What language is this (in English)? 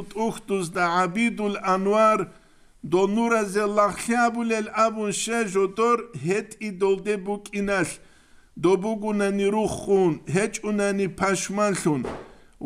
Avaric